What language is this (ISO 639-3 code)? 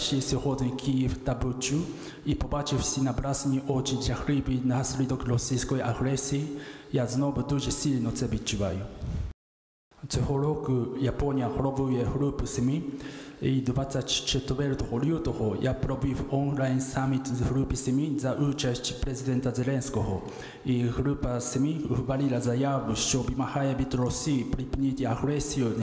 ukr